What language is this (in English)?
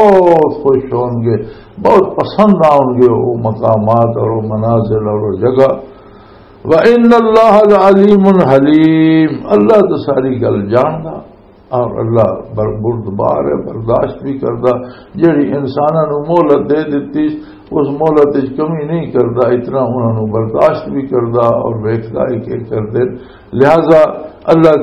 Western Panjabi